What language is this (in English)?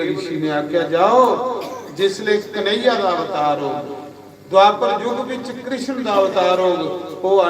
Dogri